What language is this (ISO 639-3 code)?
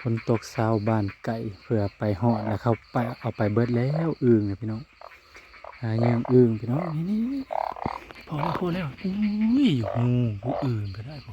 tts